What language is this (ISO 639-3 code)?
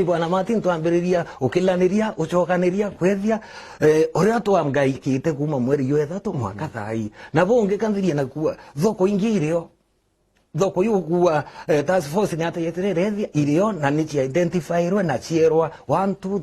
mer